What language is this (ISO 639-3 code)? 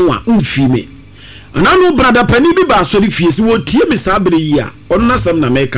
aka